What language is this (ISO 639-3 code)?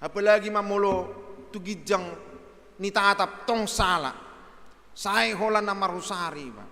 bbc